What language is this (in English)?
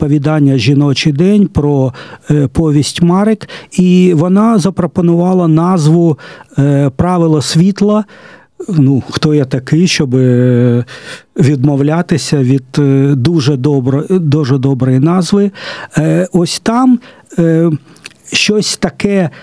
Ukrainian